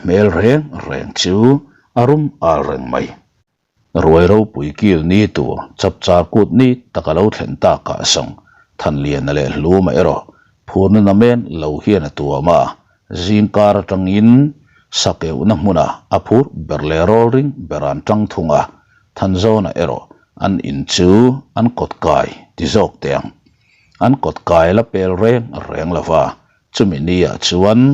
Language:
Mizo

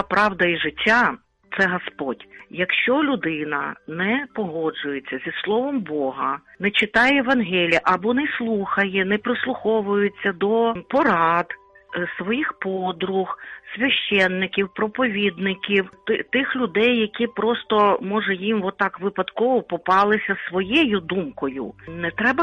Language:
Ukrainian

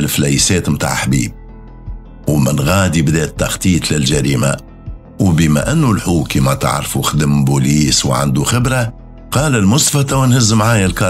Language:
Tunisian Arabic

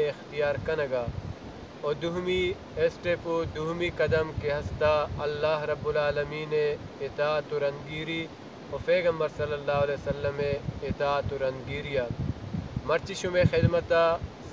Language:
Baluchi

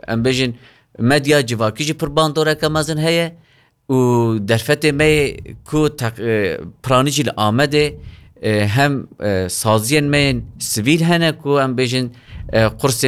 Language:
Kurdish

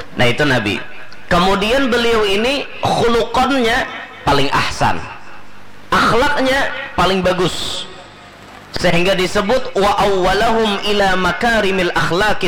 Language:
Banjar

